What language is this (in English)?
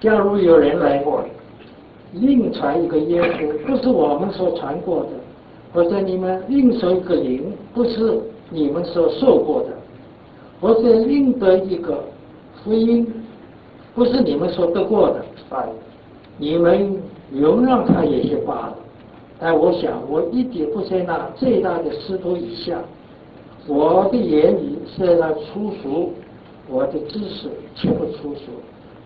Chinese